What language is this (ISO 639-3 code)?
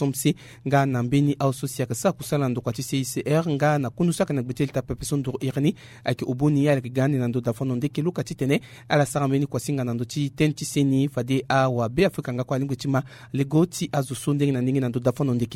sag